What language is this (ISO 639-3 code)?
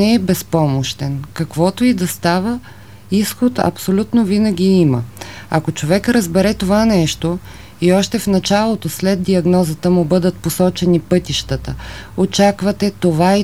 bul